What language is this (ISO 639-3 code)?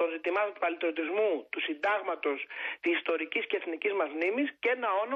ell